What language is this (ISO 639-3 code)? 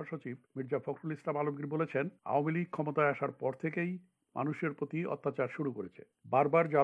ben